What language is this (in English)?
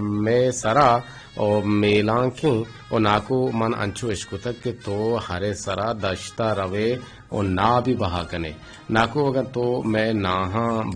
Eastern Balochi